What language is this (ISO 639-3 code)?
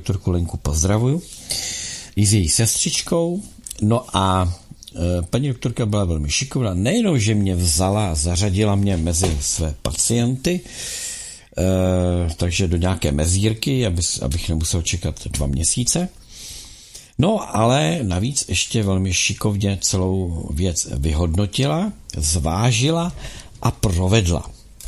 ces